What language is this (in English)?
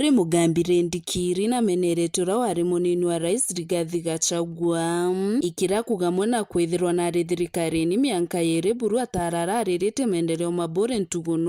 Meru